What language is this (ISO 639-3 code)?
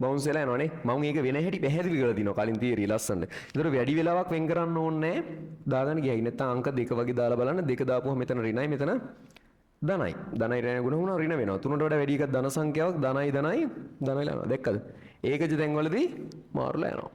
sin